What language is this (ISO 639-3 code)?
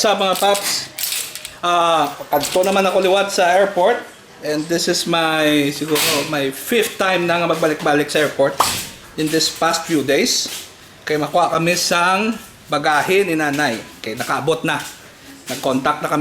hil